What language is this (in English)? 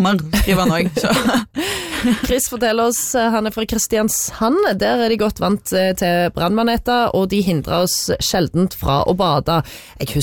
Norwegian